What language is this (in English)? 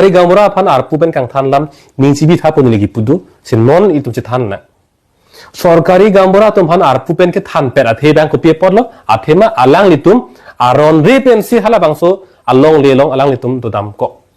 Karbi